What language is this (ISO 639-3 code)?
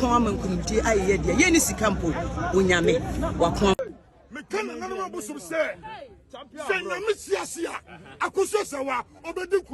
aka